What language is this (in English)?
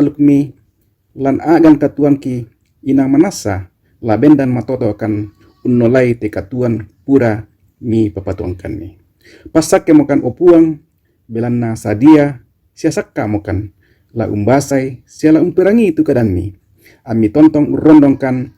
Toraja-Sa'dan